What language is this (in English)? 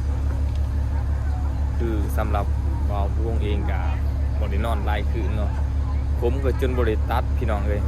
Lao